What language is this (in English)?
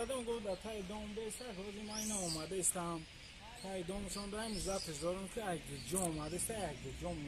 Tajik